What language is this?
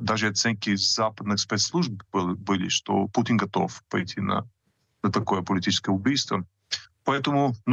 Russian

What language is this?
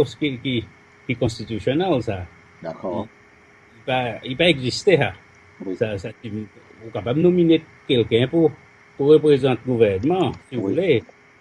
Seselwa Creole French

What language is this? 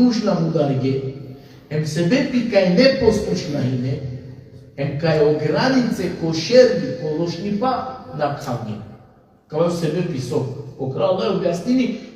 Balkan Romani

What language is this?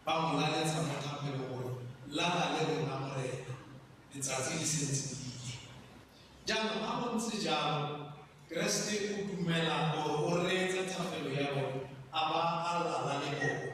Tswana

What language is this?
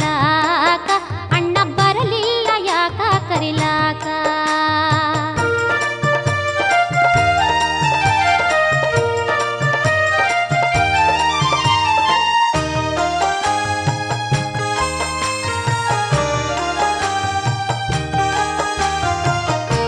Kannada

